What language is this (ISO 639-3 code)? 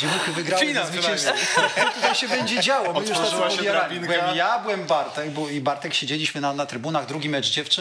pol